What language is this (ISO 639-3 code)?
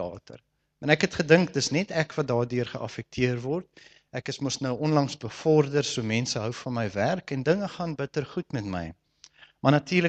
afr